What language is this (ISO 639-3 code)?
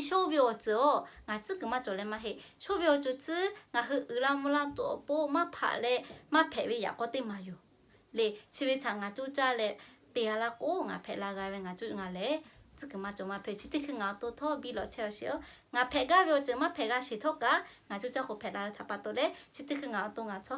lhu